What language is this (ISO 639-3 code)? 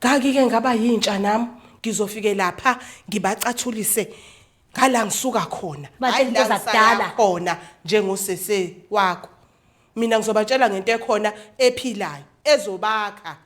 zul